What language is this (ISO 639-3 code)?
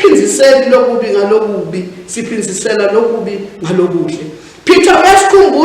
ssw